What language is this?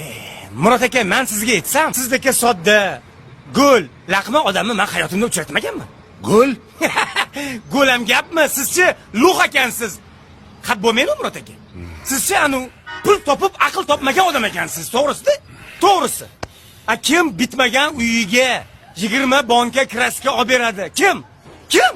Uzbek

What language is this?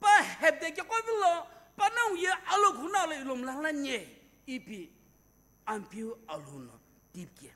Sumi Naga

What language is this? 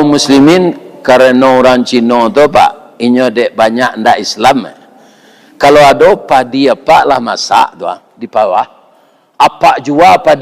Minangkabau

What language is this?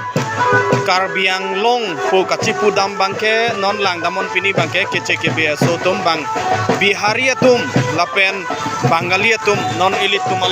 Karbi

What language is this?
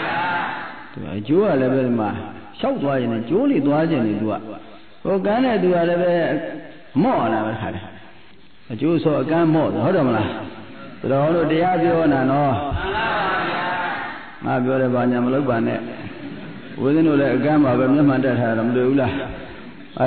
Burmese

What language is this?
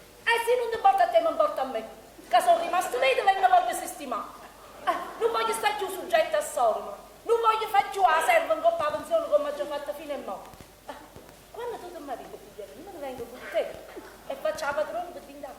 Neapolitan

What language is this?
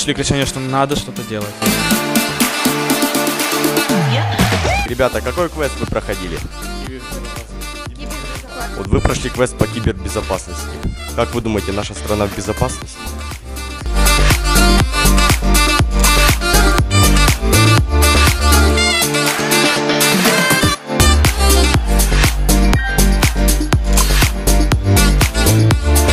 Russian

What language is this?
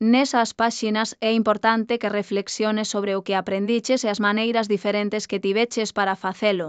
Galician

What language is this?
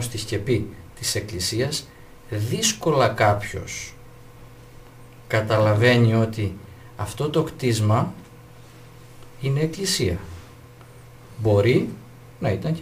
Greek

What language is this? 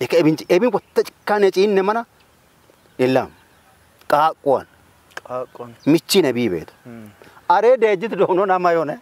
Kafa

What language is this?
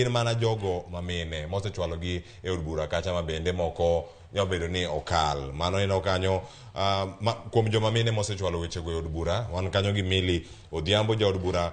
Luo (Kenya and Tanzania)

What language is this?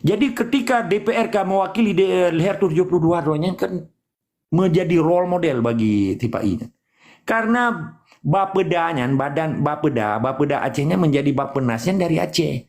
Achinese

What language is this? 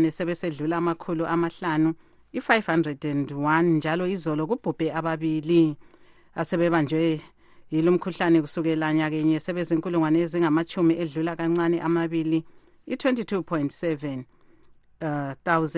North Ndebele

